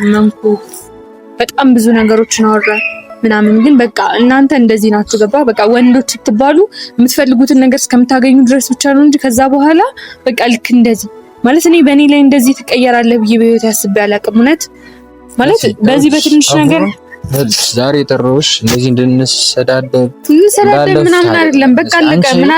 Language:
Amharic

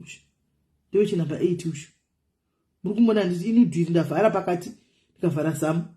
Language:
Shona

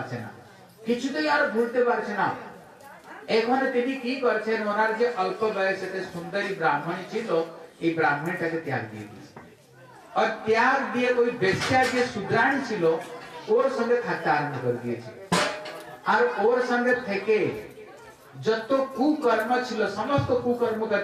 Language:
Bangla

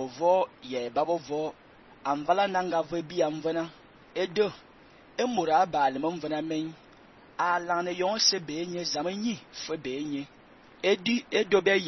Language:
Fang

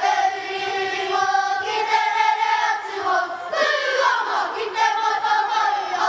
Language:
Māori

